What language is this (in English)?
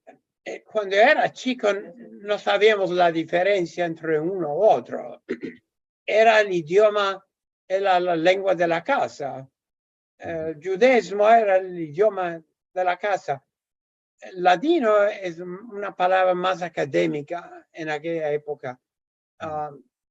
Ladino